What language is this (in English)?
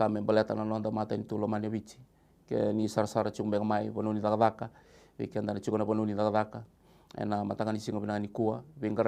Fijian